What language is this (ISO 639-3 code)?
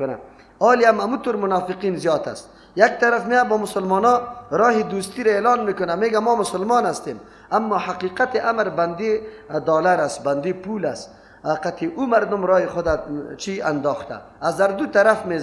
fas